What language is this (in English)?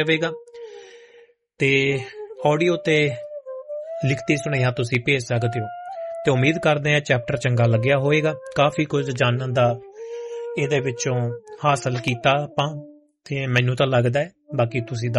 Punjabi